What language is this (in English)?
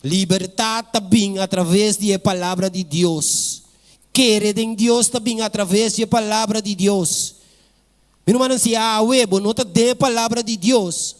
Papiamento